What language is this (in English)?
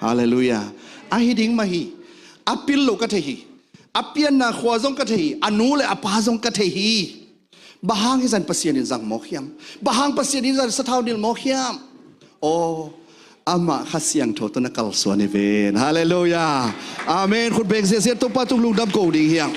Tedim Chin